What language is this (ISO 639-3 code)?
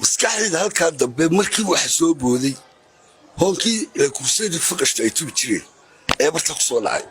som